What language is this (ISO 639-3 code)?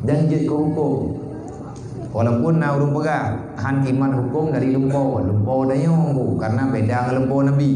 ace